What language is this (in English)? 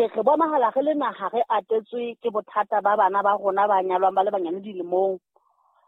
Southern Sotho